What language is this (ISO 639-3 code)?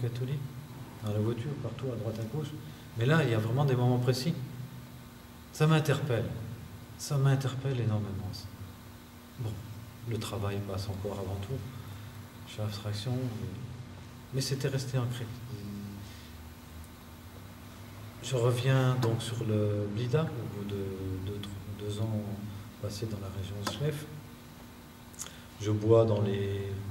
fra